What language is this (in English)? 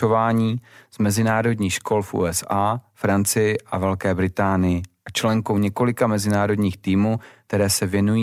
Czech